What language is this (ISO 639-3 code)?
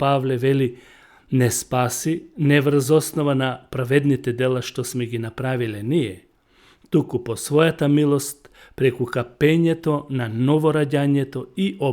mkd